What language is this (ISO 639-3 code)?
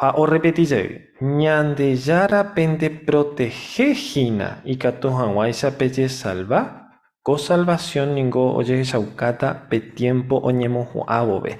grn